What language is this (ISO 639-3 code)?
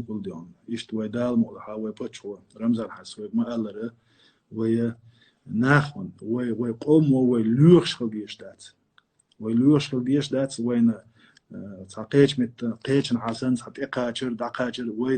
che